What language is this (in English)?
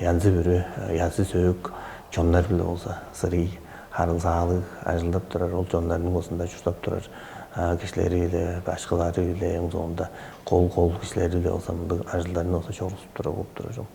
Tuvinian